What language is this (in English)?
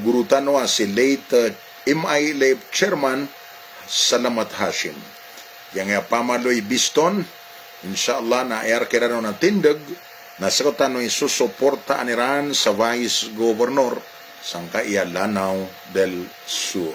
Maranao